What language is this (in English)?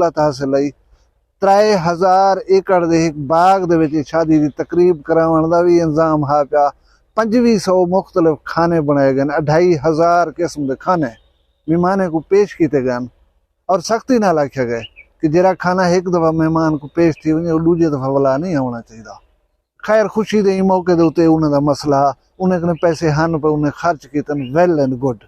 Saraiki